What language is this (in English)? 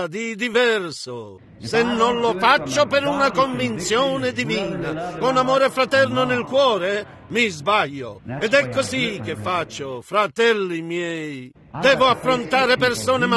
Italian